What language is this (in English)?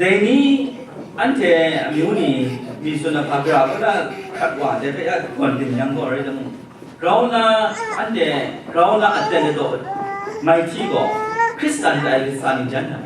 Kachin